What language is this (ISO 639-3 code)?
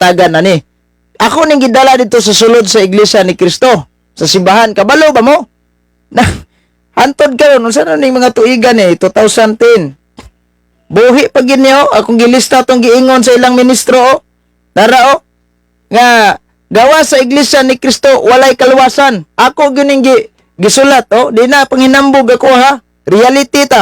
ceb